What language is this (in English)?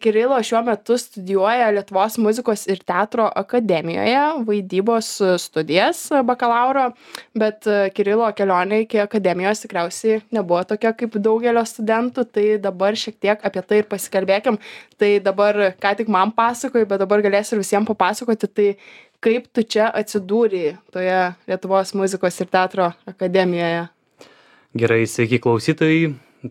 Lithuanian